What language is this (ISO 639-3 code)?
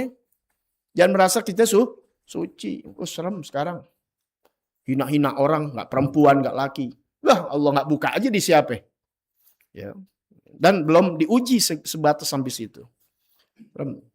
bew